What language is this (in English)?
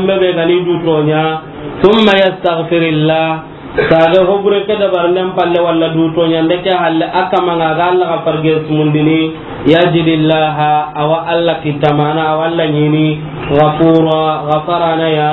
Soninke